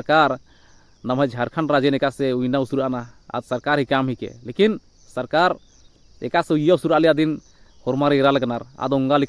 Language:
Kurukh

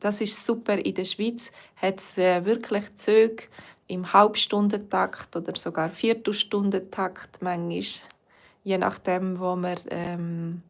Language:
Swiss German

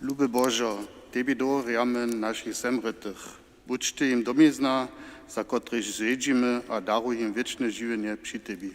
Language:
Upper Sorbian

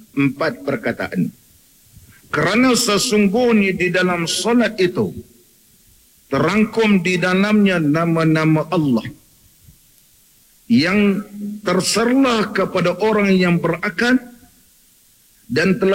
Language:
Malay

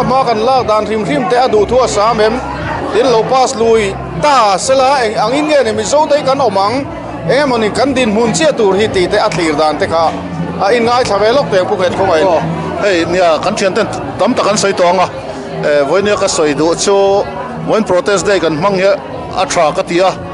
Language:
Mizo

